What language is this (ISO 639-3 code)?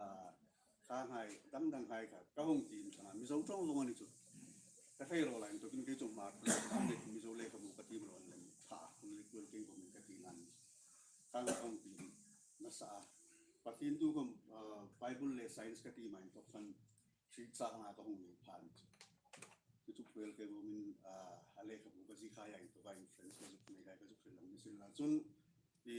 hmr